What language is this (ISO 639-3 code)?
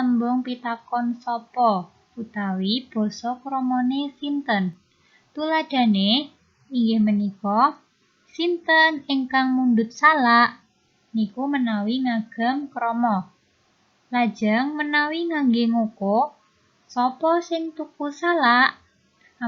jav